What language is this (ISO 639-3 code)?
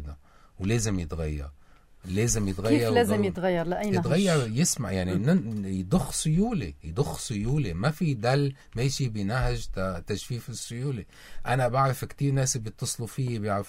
apc